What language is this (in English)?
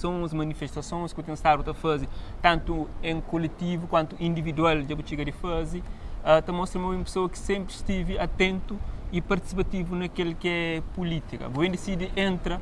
Kabuverdianu